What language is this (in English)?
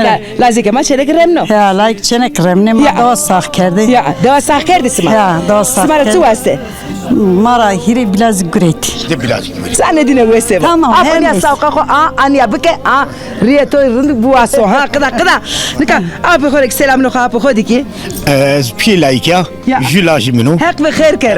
Zaza